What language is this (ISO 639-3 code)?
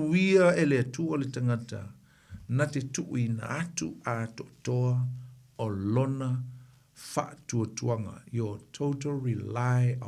smo